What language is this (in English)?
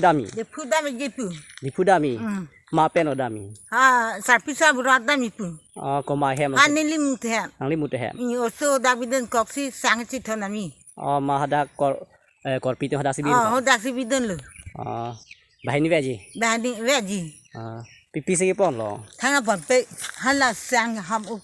Karbi